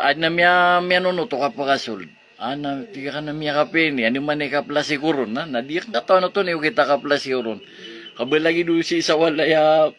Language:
Maranao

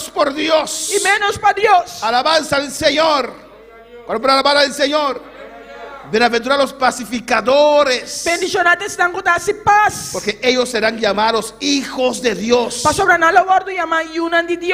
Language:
Papiamento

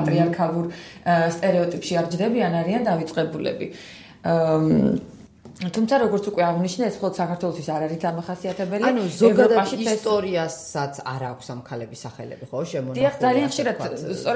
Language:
Georgian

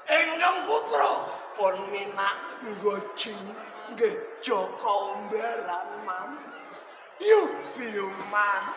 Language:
Javanese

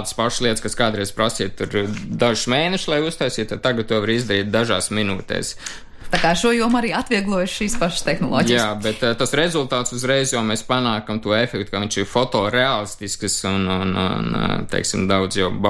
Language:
Latvian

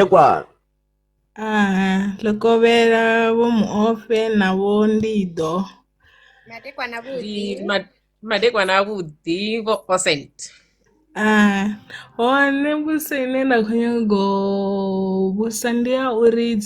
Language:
Venda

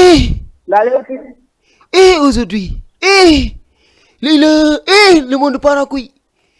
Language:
Fula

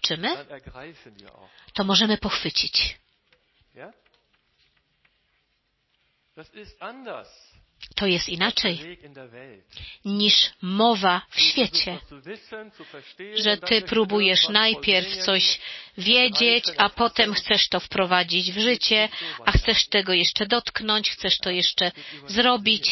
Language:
Polish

